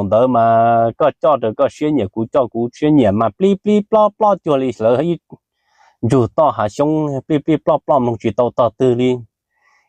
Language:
Hmong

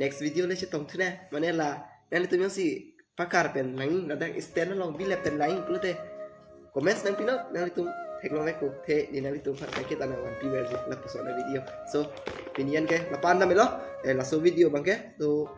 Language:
Karbi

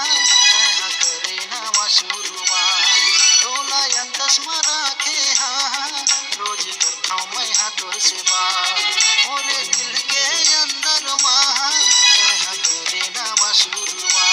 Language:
Chhattisgarhi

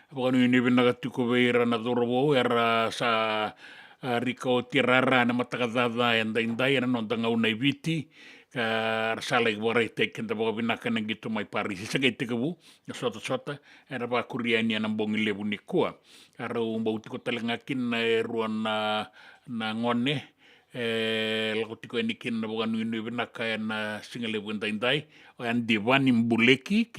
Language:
Fijian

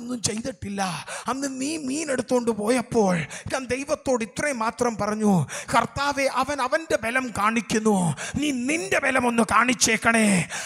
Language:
Malayalam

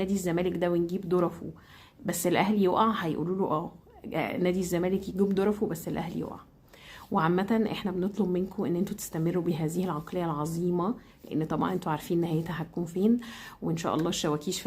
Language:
Egyptian Arabic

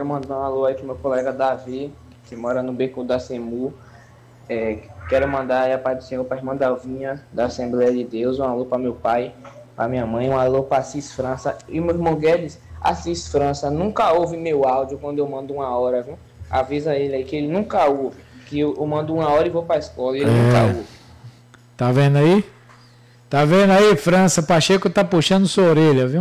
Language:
Portuguese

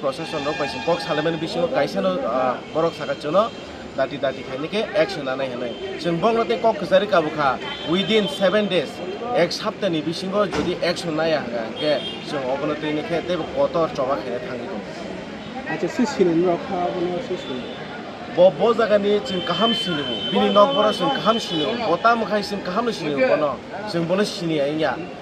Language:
Kok Borok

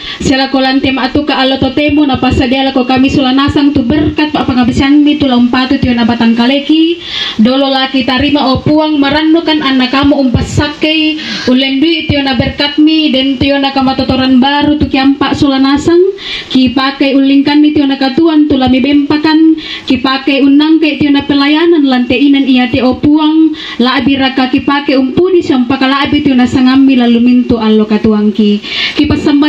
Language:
Toraja-Sa'dan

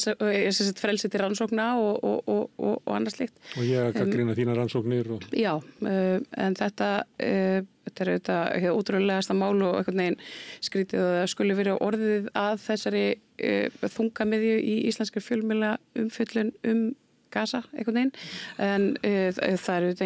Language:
Icelandic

